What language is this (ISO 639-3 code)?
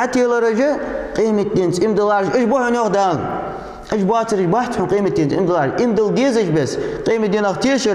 inh